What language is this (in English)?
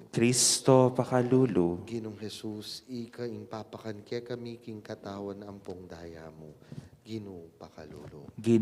Pampanga